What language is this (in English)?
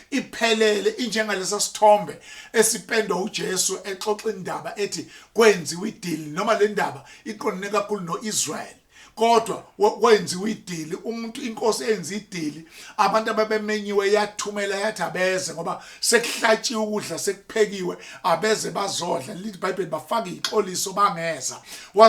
Zulu